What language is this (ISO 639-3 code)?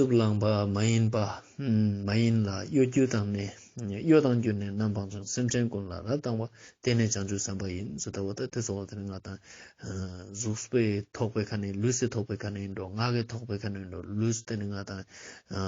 lbj